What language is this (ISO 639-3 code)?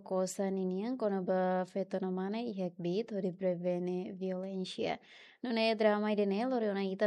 tet